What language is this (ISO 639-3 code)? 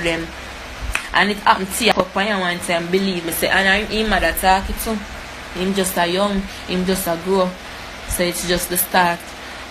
jam